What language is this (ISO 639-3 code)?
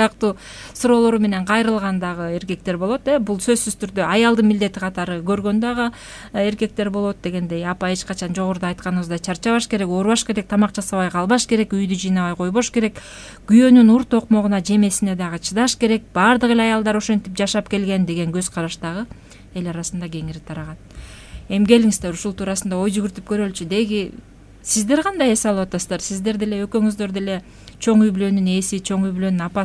kir